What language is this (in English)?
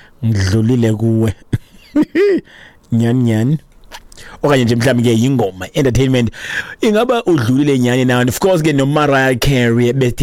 Xhosa